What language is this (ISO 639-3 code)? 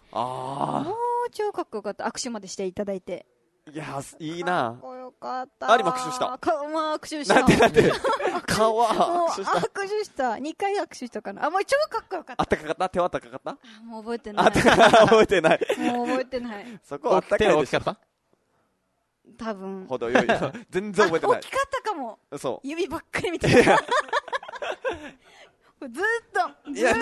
jpn